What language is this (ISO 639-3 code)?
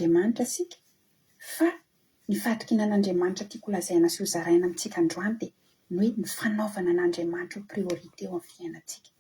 mlg